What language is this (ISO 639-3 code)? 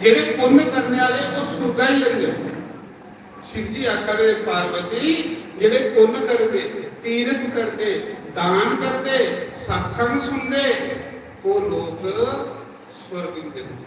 doi